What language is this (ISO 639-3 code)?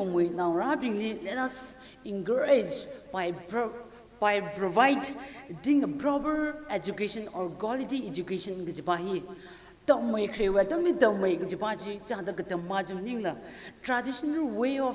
nmf